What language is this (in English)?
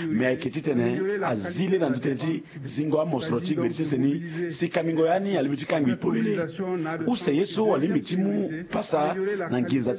Sango